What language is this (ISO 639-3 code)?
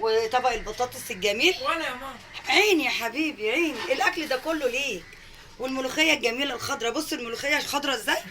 arz